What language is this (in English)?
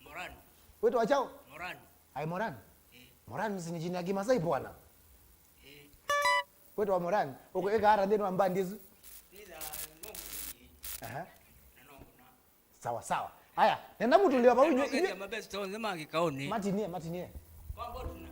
Kamba